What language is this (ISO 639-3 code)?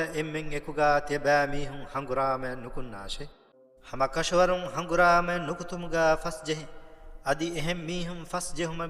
div